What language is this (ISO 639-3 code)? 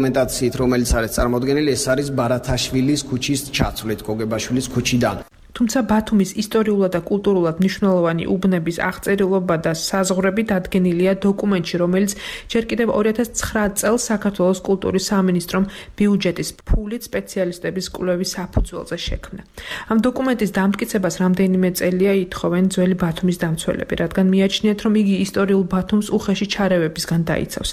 kat